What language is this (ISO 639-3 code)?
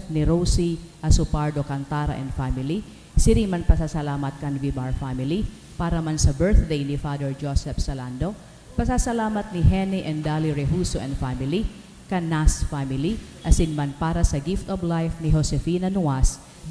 bik